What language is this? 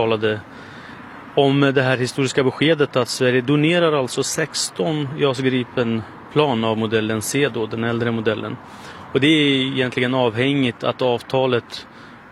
Swedish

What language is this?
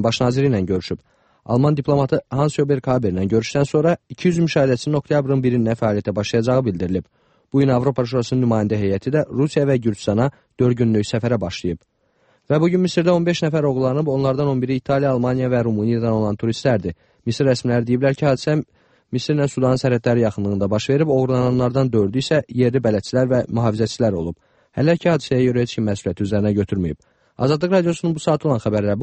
Azerbaijani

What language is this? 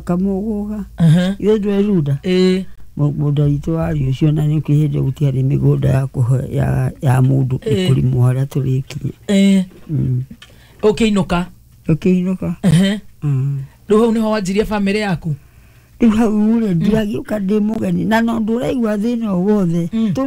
Kikuyu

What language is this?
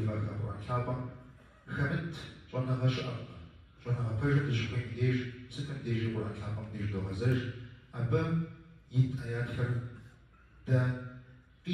Kabardian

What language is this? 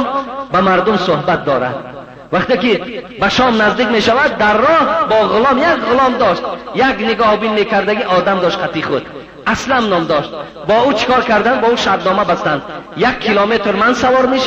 Tajik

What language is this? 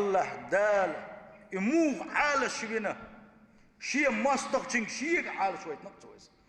Chechen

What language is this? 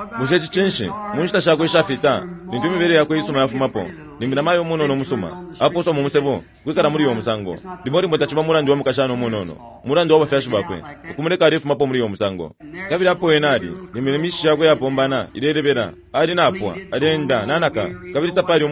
Bemba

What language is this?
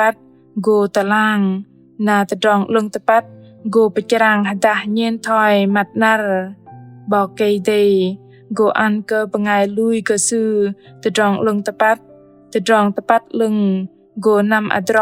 Bahnar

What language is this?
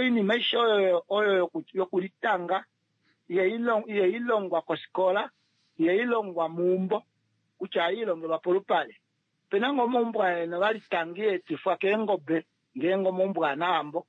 Kuanyama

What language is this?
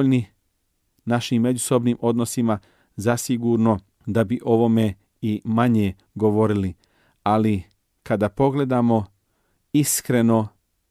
Bosnian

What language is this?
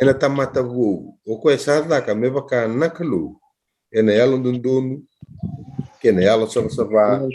Fijian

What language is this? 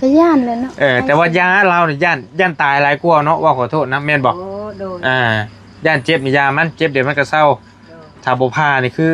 Northeastern Thai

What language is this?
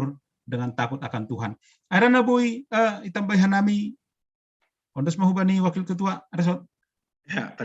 Batak Simalungun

